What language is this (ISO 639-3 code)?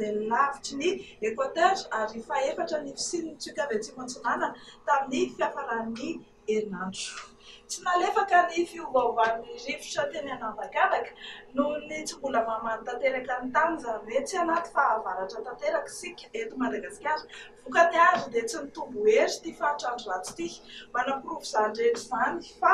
mlg